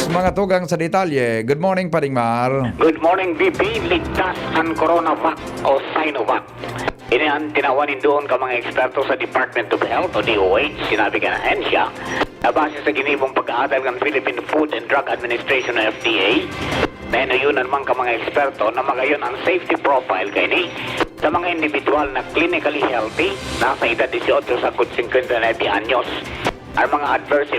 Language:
Bikol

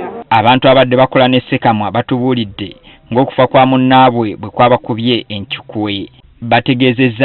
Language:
Ganda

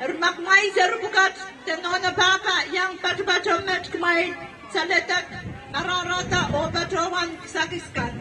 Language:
Pohnpeian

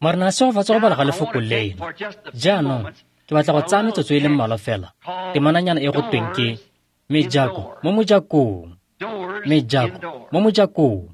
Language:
Tswana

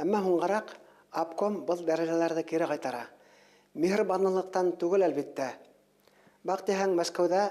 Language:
Bashkir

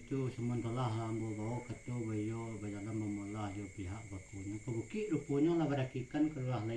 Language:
Minangkabau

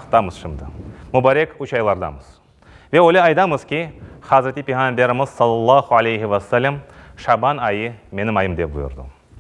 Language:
Crimean Tatar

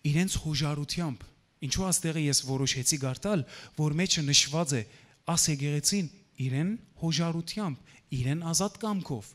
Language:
Western Armenian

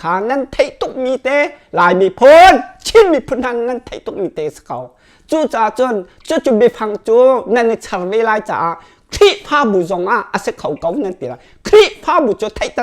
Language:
Hakha Chin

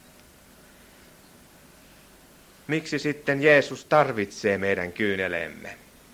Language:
Finnish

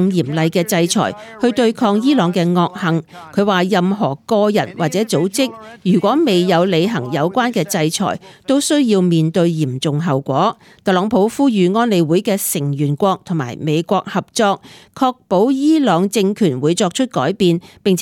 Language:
Cantonese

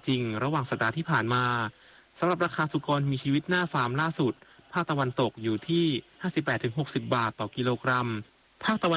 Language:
Thai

